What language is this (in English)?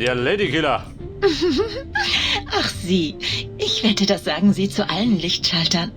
Bavarian